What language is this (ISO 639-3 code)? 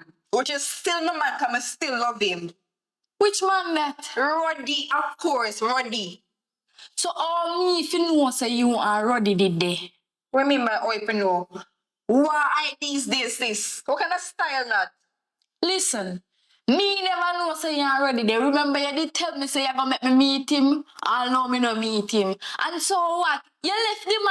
jam